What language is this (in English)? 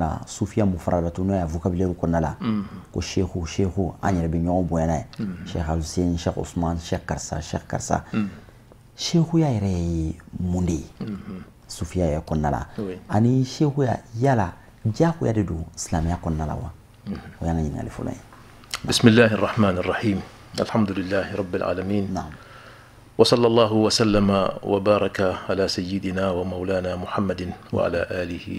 Bambara